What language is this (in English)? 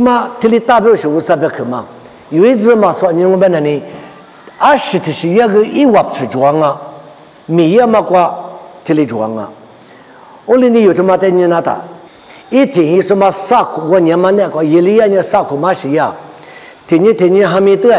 Lisu